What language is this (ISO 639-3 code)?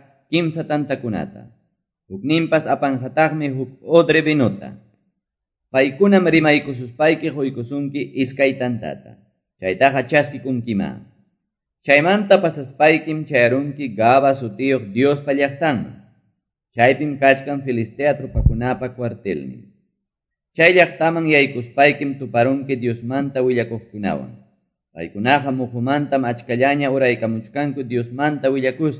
que